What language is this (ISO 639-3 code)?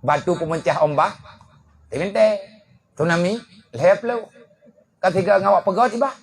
ace